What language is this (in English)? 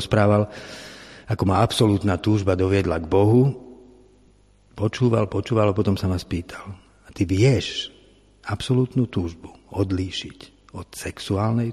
Slovak